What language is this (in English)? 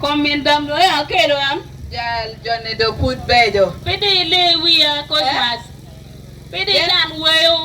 Acoli